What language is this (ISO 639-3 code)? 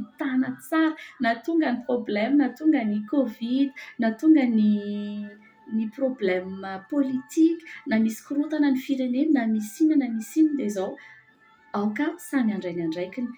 mlg